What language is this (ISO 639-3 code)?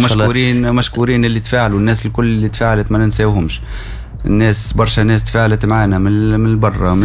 aeb